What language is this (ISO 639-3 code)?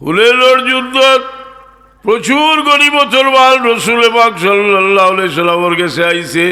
syl